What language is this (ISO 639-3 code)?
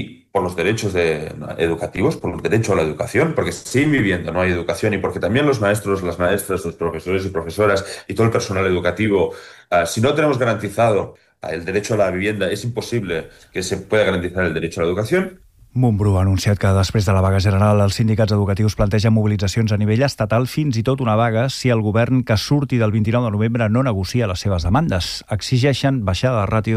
cat